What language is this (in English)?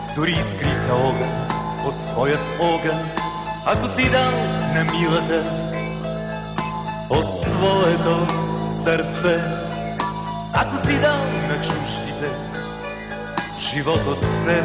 Bulgarian